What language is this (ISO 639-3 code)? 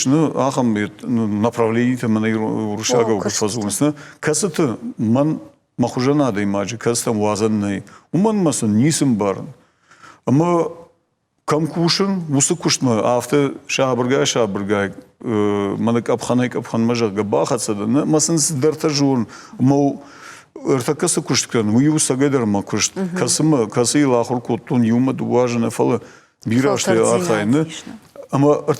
oss